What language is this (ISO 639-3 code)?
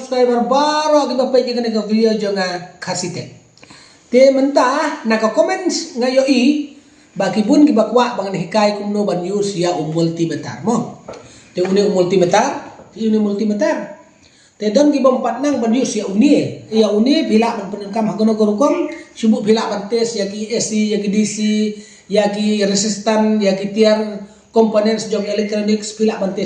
kha